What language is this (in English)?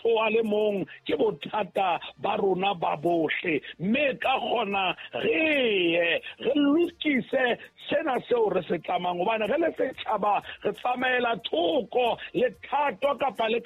Southern Sotho